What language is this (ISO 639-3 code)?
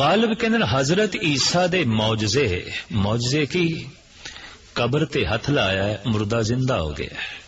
pan